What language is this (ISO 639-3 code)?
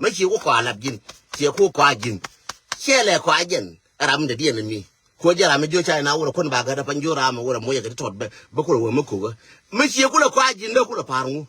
nus